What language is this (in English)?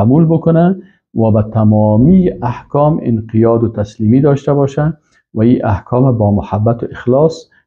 Persian